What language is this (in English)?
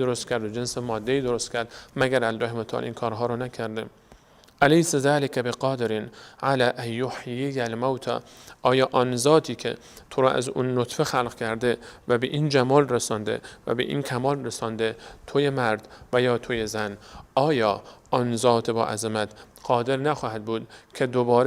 Persian